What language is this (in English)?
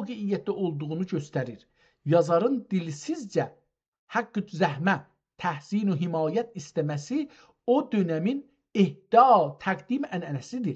South Azerbaijani